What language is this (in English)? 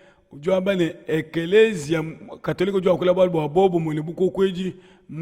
Luba-Lulua